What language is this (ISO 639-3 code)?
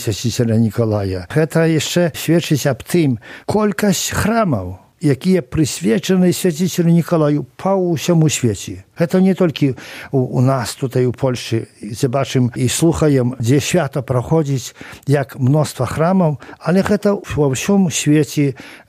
bel